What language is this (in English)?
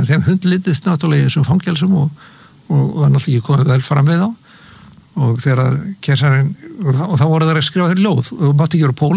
Icelandic